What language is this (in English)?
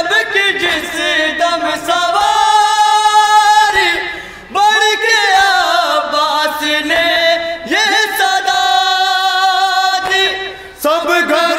Urdu